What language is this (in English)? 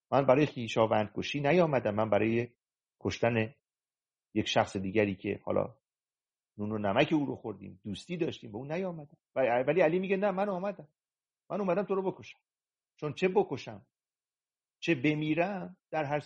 Persian